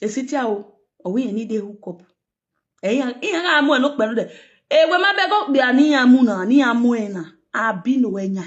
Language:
Nigerian Pidgin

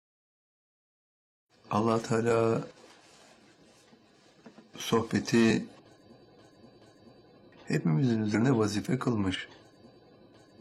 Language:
Turkish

